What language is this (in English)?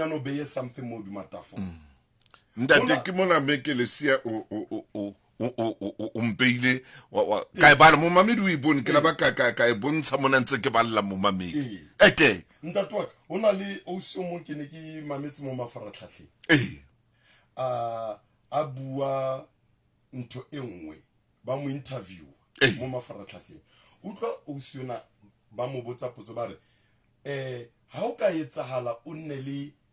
Southern Sotho